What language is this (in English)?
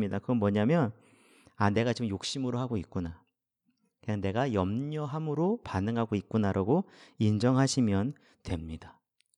Korean